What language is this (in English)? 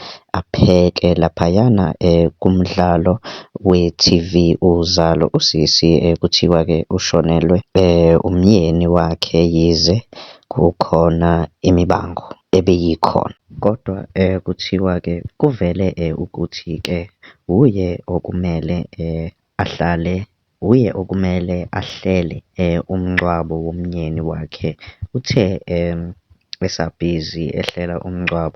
Zulu